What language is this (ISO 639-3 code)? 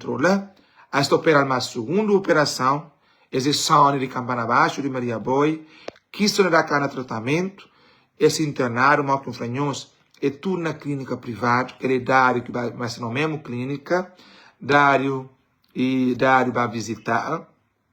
kea